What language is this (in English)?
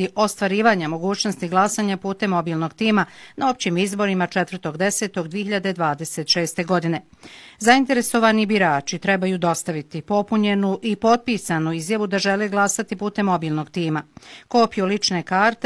Bosnian